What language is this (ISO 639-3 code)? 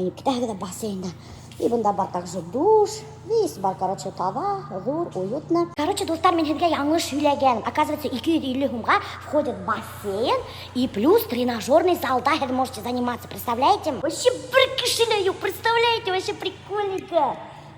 bak